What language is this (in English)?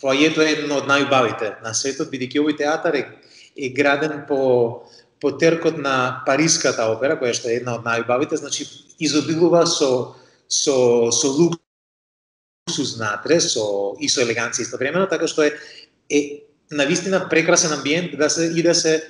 Macedonian